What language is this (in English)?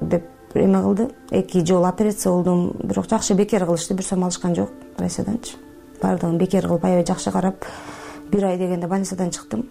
Kyrgyz